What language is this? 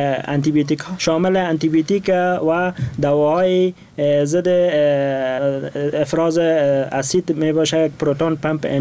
Persian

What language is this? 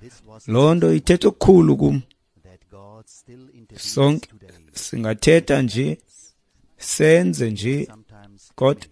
Xhosa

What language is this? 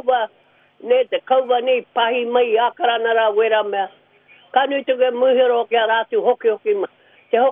Māori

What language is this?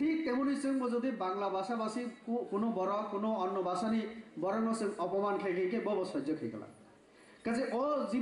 Kok Borok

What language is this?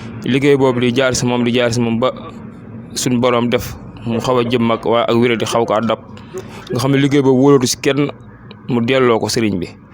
Wolof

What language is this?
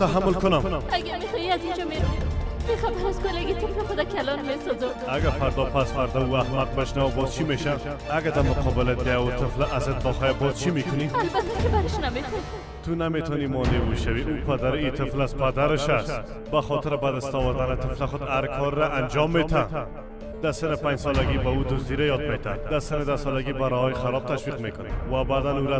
Persian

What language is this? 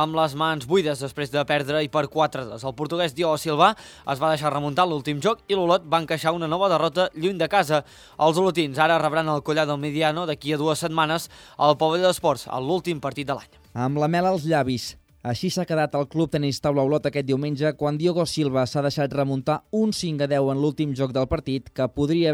Catalan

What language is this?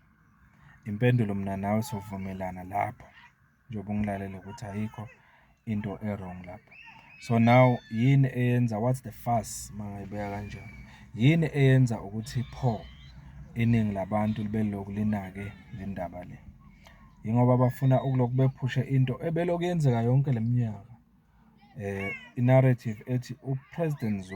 Zulu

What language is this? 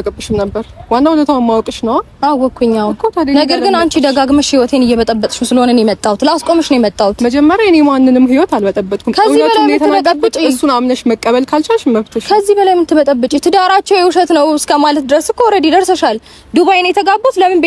Amharic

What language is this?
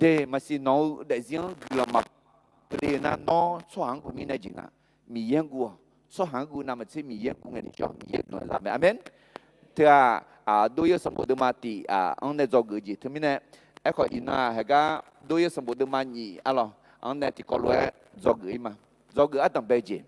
Akha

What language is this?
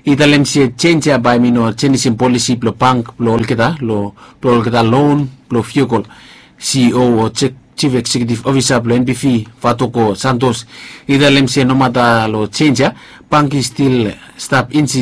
Bislama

